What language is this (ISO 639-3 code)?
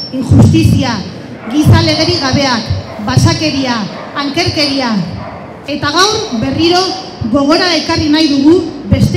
eus